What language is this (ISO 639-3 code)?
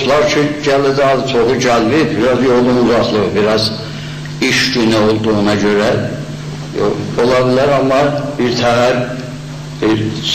azb